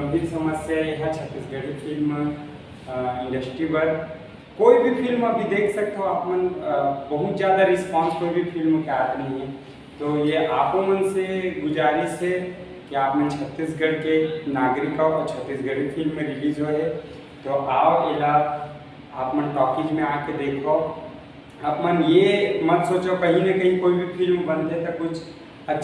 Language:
Chhattisgarhi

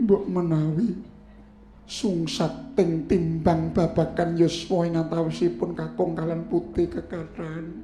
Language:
Javanese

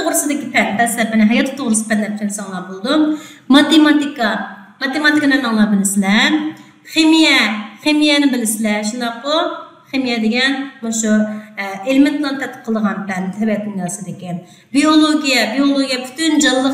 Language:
Uyghur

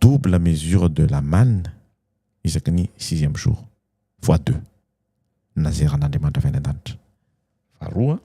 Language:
Malagasy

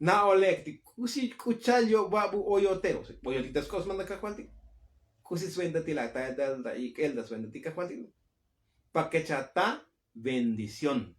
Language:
Tzotzil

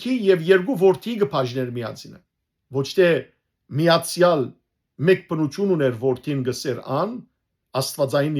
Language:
Western Armenian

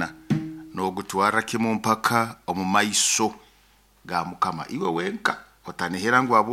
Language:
Nyoro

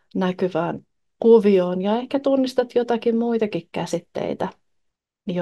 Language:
Finnish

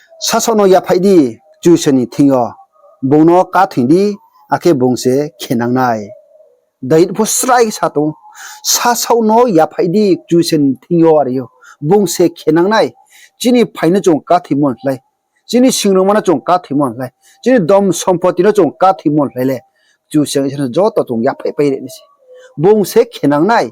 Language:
Riang (India)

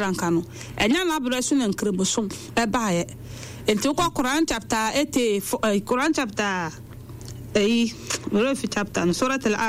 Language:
Akan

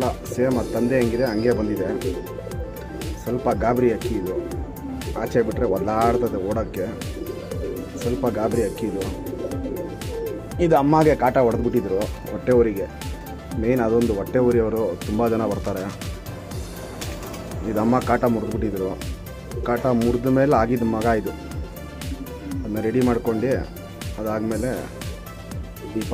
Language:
Kannada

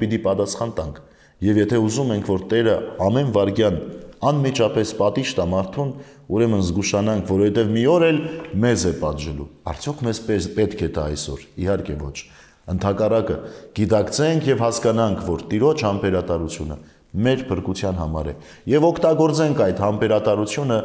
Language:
Armenian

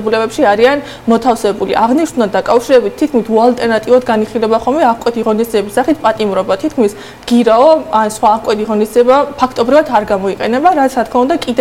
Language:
Georgian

